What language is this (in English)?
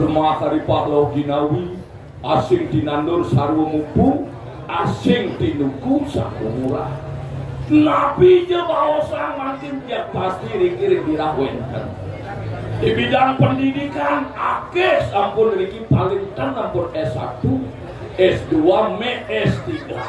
Balinese